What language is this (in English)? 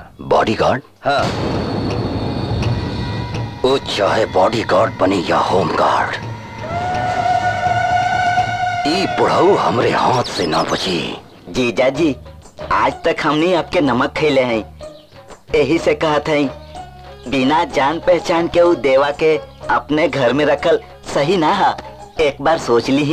Bhojpuri